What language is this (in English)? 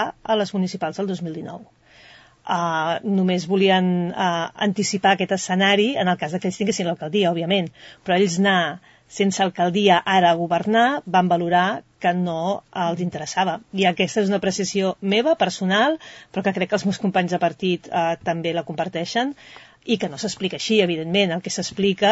Catalan